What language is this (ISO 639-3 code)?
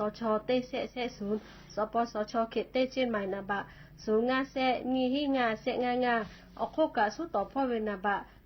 lhu